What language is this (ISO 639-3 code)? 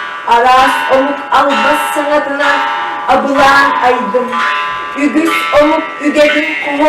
sah